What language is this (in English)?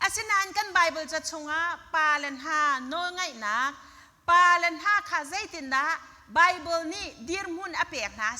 Hakha Chin